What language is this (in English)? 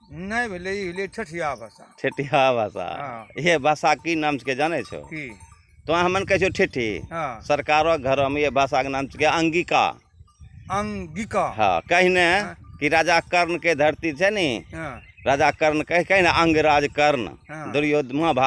Angika